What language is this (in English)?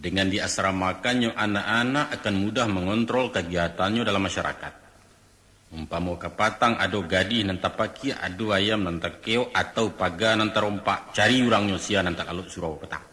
Minangkabau